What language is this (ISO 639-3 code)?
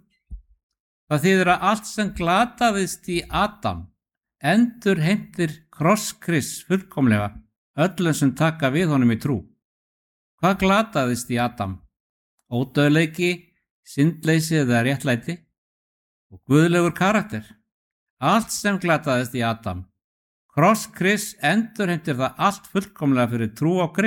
isl